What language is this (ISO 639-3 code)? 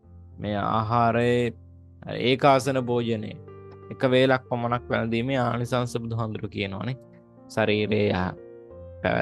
sin